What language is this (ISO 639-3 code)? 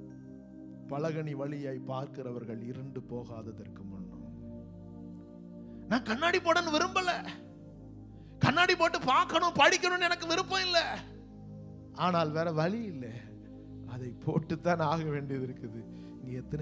tam